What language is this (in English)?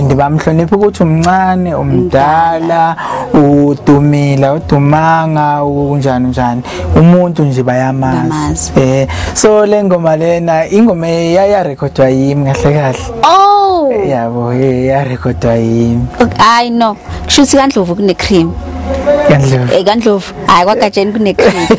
Zulu